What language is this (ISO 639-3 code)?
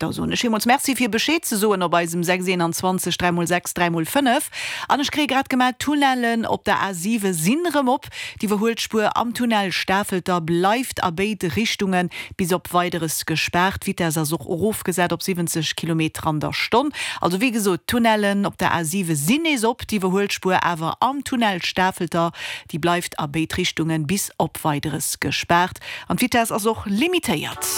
ltz